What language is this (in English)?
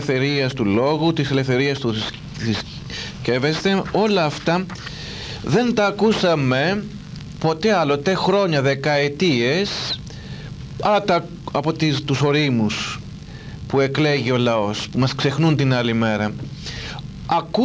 Greek